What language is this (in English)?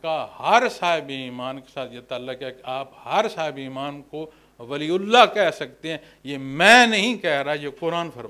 Urdu